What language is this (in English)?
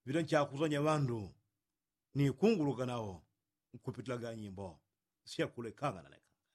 Yao